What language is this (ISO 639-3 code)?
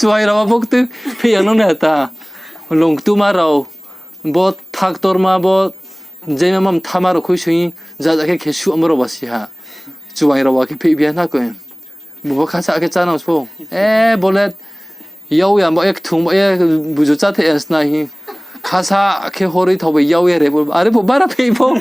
ria